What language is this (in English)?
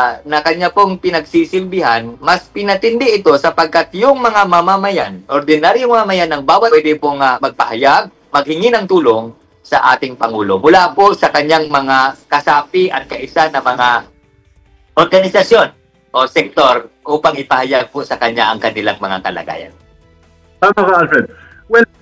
Filipino